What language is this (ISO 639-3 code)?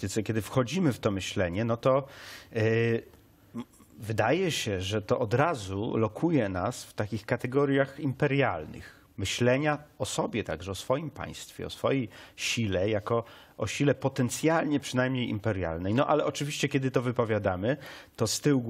pol